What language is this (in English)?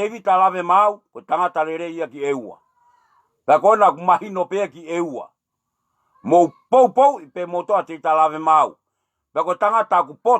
Tongan